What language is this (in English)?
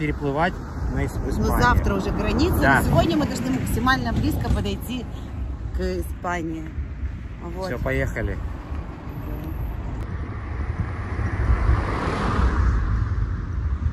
Russian